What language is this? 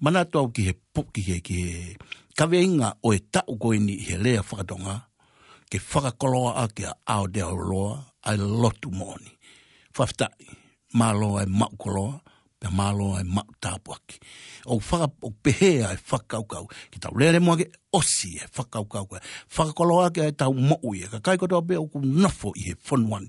Tongan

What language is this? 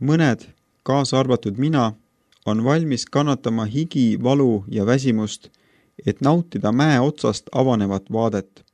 Estonian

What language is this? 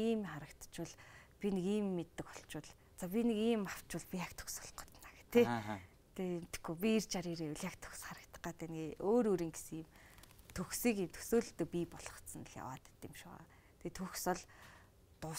Mongolian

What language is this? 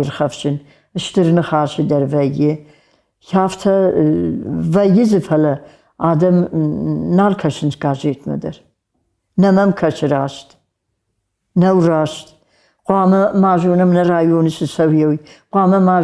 Ossetic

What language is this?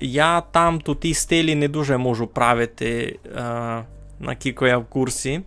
Rusyn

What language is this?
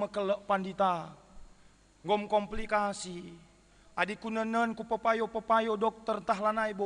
Batak Karo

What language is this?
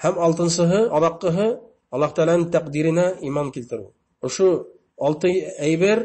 Bashkir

